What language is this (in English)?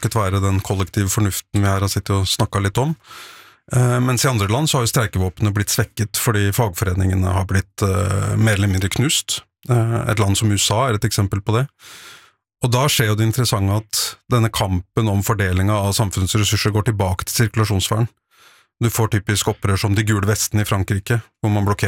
Norwegian